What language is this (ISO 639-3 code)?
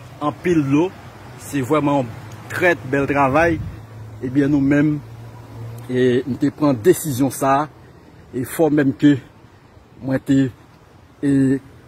hat